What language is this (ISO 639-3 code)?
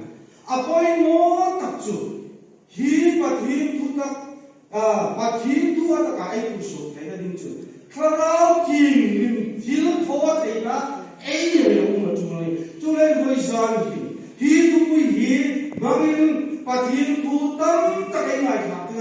hmr